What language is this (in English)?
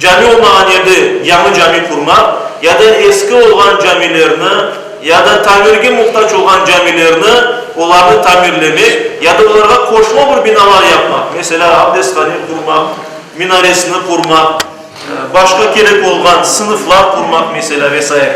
Crimean Tatar